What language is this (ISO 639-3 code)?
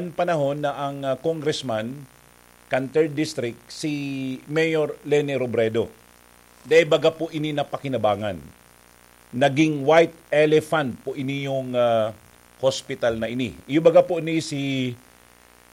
bik